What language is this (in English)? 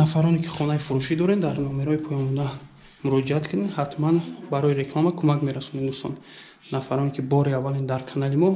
Tajik